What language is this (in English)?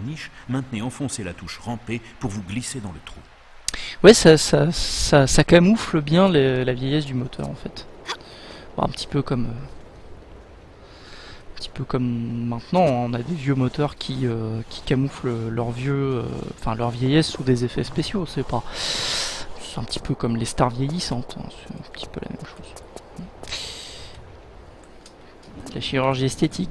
French